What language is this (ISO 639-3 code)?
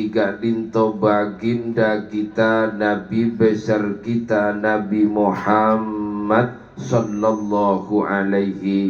mad